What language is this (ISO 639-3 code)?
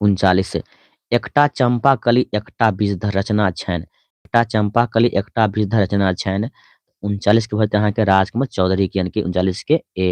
mai